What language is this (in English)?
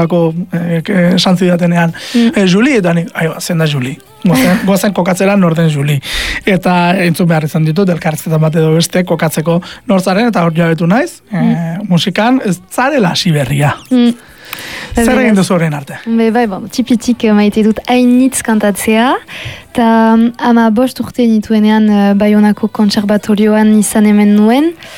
Basque